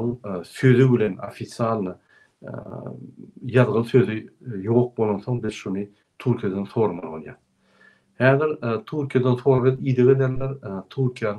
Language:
Turkmen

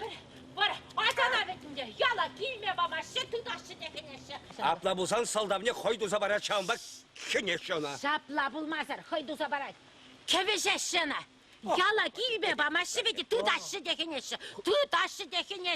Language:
Chuvash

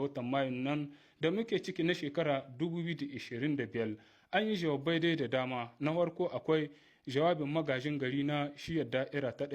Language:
Hausa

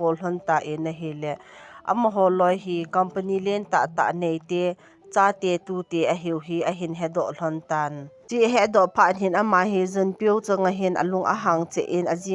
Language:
Thado Chin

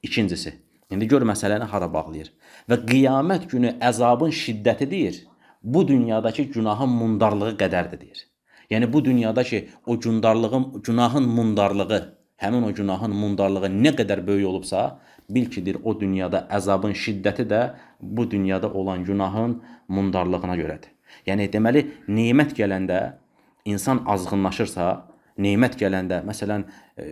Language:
Azerbaijani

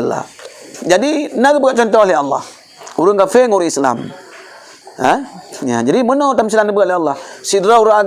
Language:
Achinese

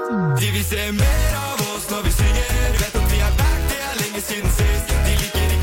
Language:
Norwegian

